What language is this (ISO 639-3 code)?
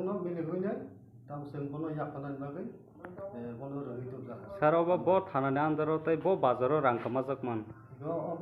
trp